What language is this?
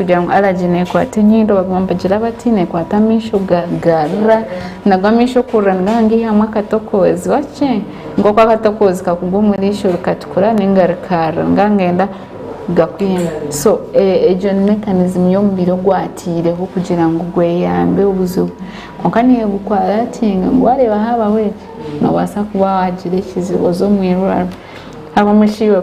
Nyankole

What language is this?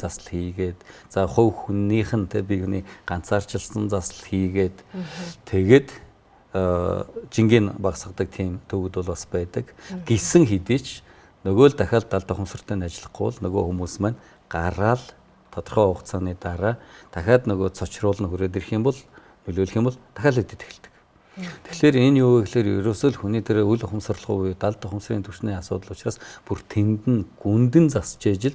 Mongolian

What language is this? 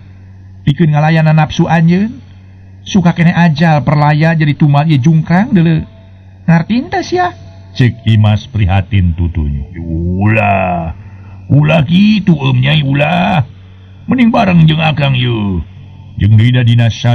Sundanese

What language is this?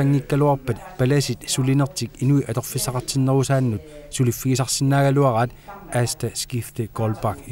Kalaallisut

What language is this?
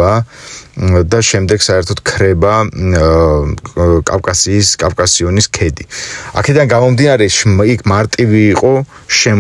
Georgian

